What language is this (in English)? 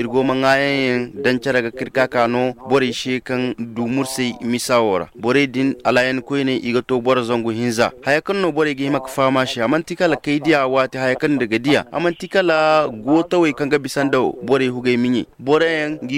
Zarma